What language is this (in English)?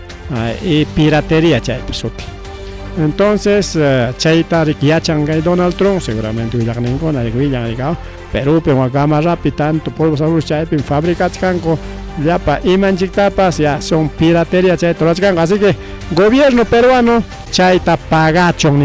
Ayacucho Quechua